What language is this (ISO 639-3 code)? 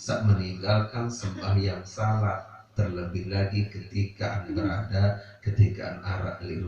sas